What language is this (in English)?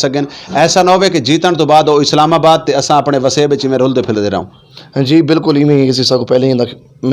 Western Panjabi